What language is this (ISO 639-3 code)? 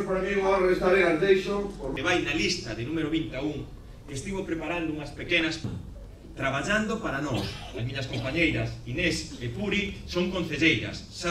glg